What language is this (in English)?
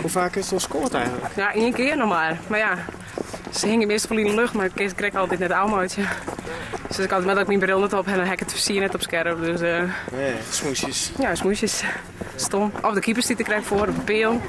Western Frisian